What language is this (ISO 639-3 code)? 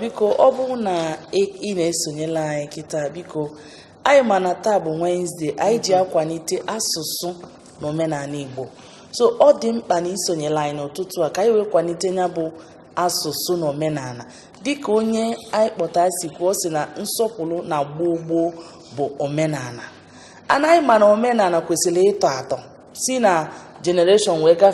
ibo